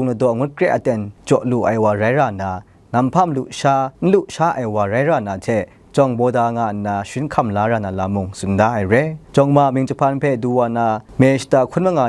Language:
Kachin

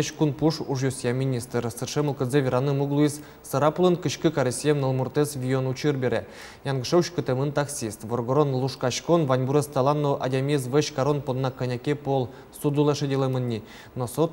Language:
Udmurt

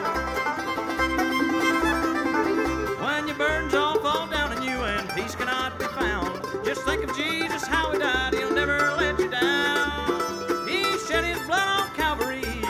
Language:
English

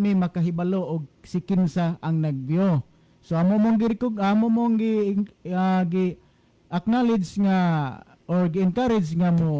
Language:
Cebuano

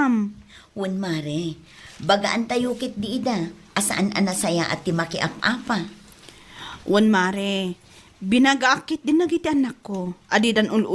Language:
Iloko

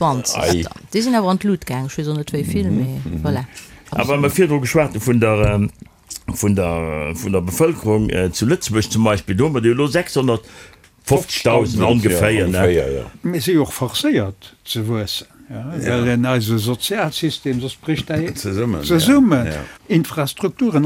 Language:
Luxembourgish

